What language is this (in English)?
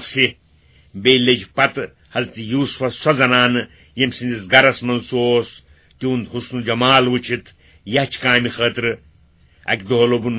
Kashmiri